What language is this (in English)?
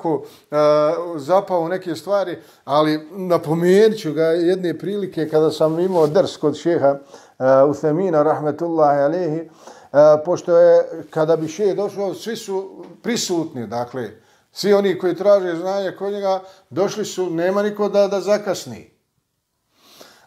Bosnian